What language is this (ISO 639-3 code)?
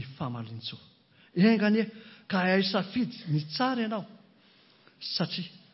mlg